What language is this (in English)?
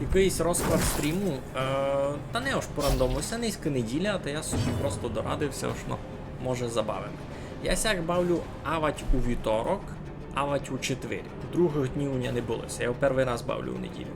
Rusyn